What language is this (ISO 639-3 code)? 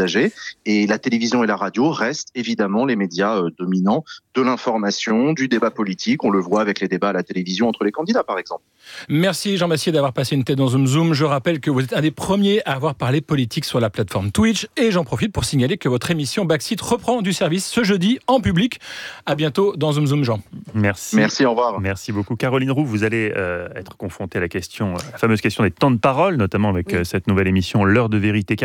fra